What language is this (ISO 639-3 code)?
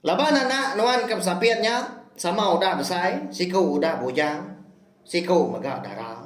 iba